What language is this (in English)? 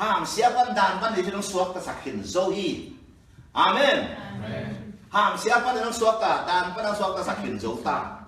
Tedim Chin